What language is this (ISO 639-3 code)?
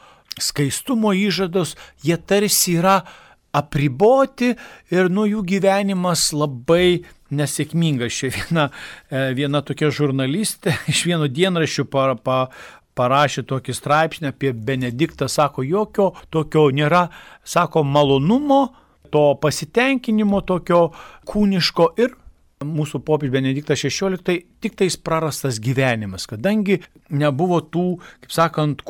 lit